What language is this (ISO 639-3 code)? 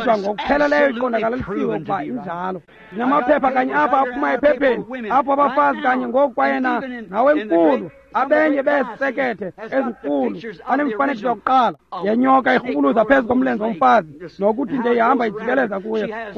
xho